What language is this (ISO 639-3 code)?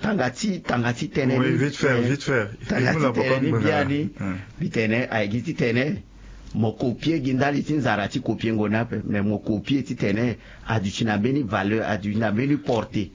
sag